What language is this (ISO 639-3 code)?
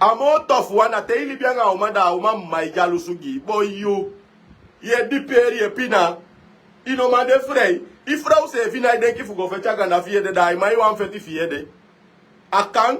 srn